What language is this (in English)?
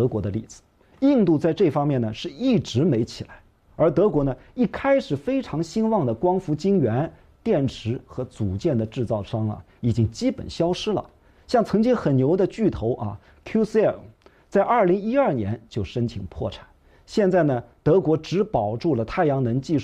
Chinese